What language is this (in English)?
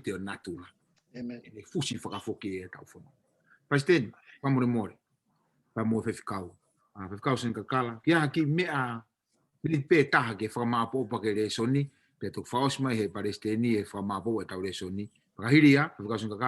Tongan